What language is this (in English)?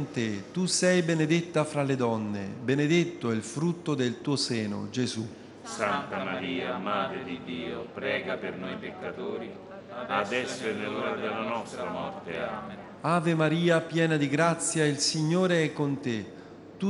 Italian